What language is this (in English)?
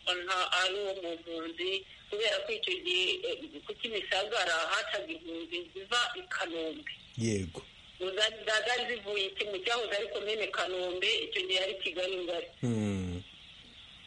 Kinyarwanda